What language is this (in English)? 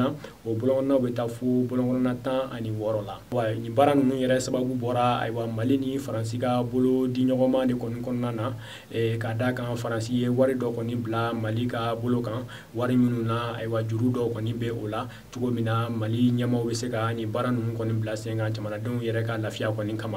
Bambara